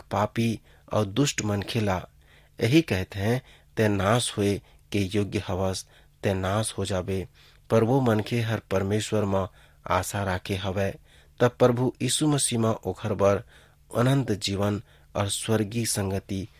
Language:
Chhattisgarhi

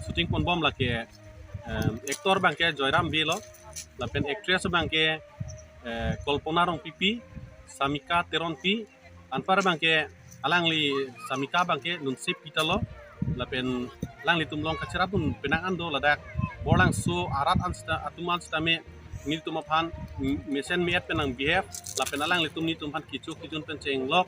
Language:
Karbi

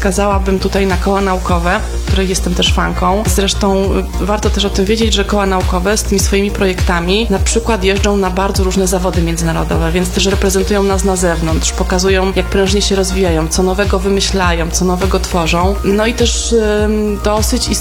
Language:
Polish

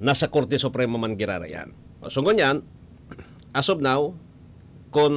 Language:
Bikol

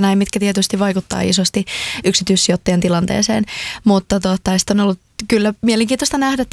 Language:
Finnish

